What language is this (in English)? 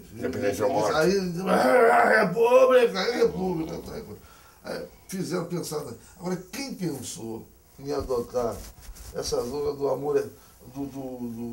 Portuguese